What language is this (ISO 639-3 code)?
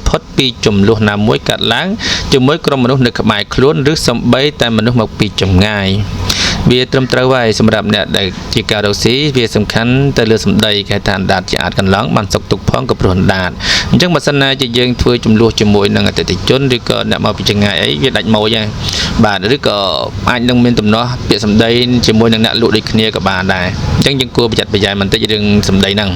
khm